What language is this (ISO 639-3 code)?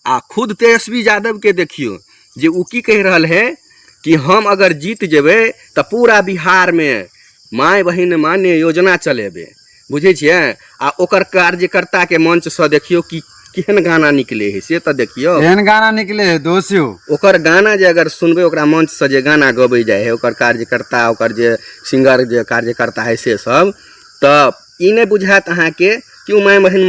mai